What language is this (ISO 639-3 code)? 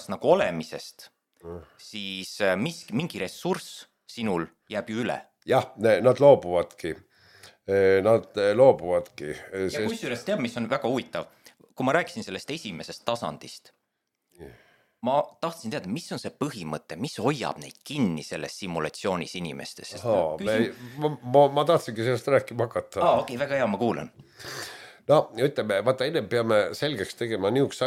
est